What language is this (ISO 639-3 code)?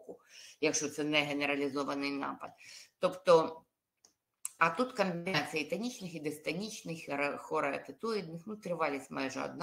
ukr